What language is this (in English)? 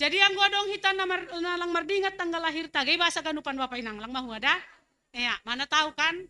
Batak Simalungun